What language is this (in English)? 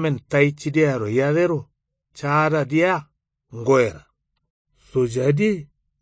Kanuri